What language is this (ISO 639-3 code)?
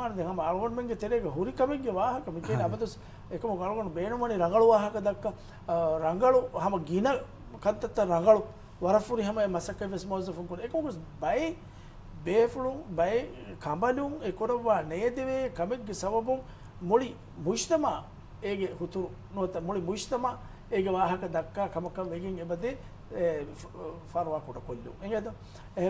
div